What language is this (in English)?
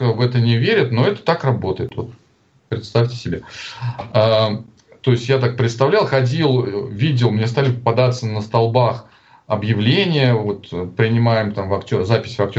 Russian